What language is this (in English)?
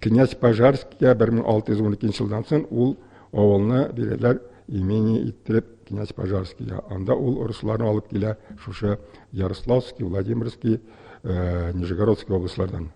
Tatar